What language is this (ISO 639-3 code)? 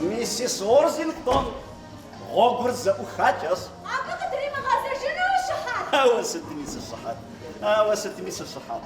kbd